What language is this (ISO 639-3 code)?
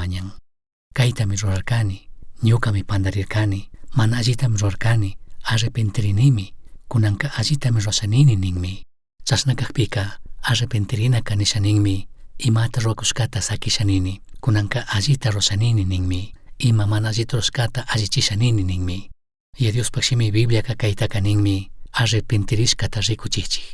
qug